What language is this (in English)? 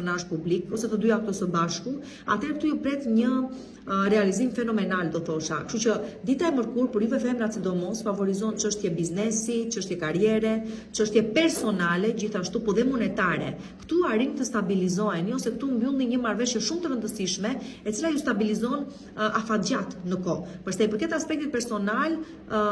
Albanian